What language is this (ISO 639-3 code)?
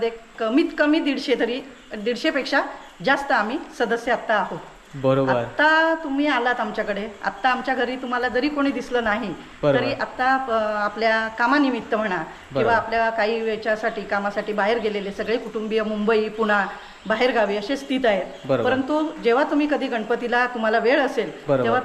mar